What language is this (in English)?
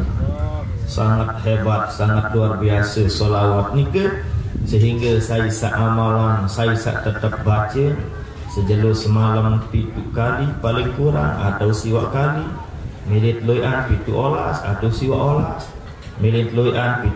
Sasak